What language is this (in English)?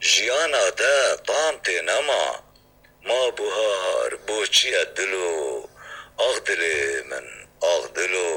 Kurdish